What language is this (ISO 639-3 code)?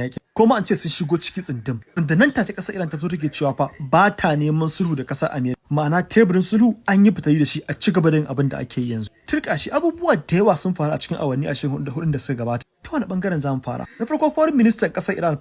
hau